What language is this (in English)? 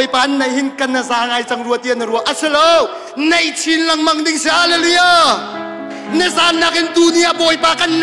Hakha Chin